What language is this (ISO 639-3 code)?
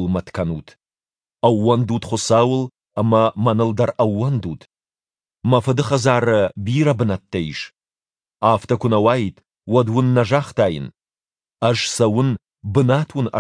oss